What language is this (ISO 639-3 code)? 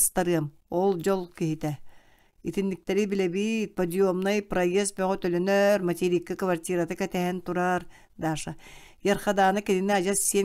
sah